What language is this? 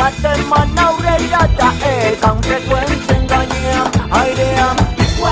Basque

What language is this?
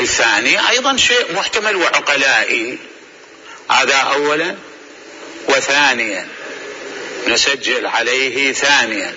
Mesopotamian Arabic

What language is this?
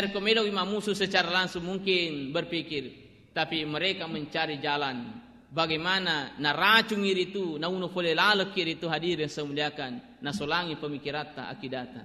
Buginese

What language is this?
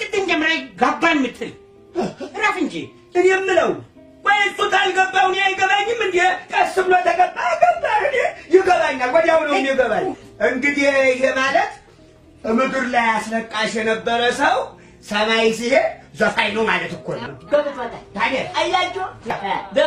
Amharic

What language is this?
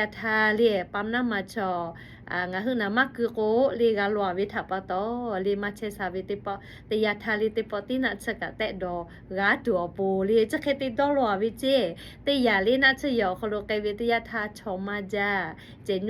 Lahu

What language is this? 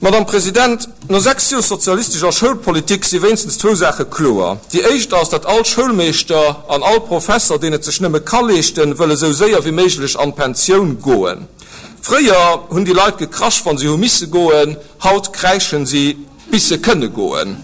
Luxembourgish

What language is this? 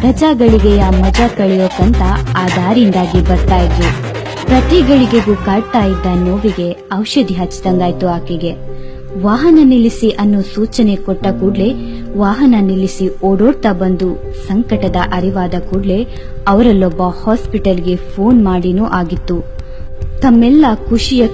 Kannada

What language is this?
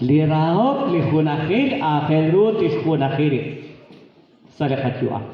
Kekchí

